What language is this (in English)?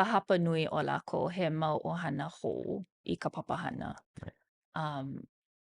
Hawaiian